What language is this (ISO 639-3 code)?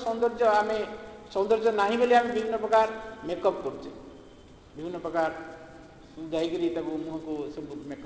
ori